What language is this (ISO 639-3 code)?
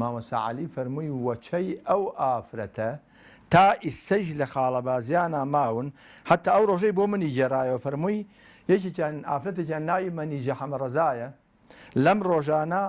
ckb